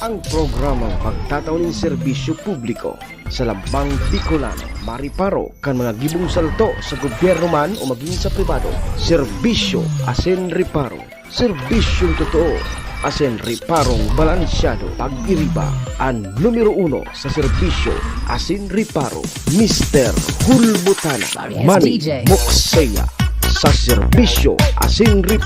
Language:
Bikol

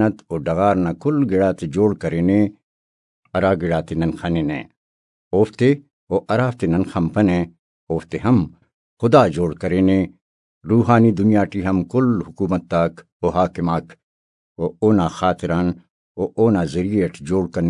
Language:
Brahui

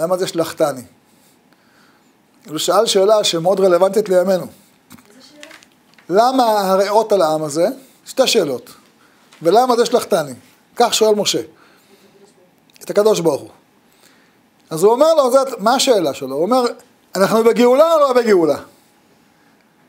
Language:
Hebrew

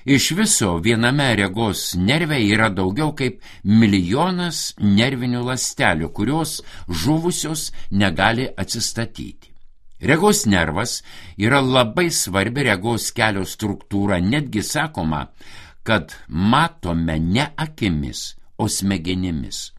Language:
Lithuanian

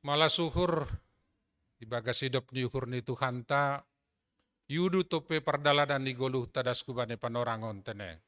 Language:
Batak Simalungun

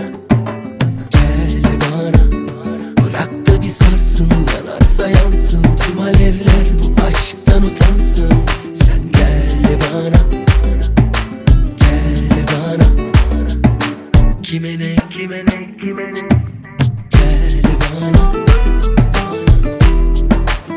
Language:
Turkish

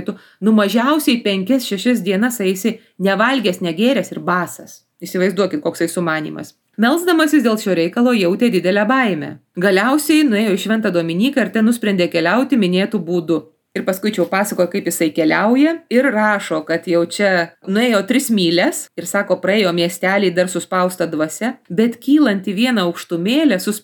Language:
Lithuanian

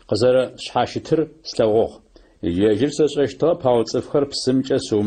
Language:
Adyghe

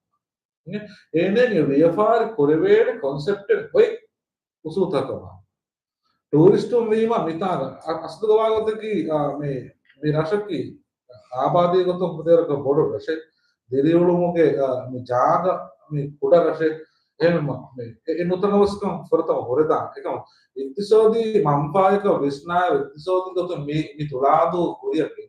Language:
Divehi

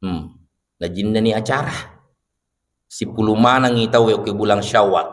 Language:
Buginese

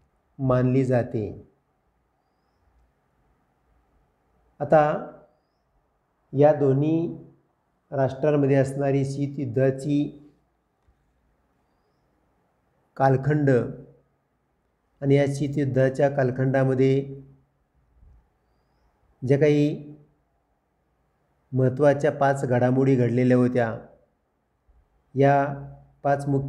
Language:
Marathi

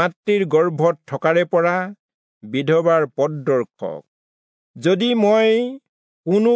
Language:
Assamese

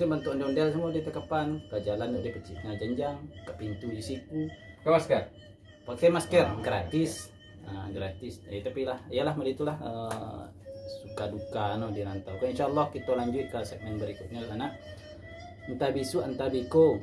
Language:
Minangkabau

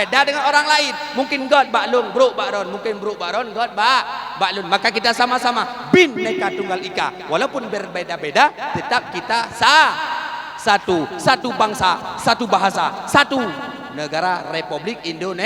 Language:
Achinese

